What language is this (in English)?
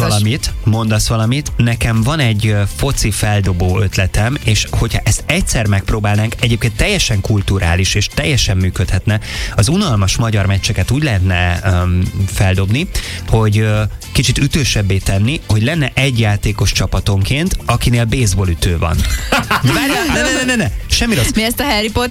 Hungarian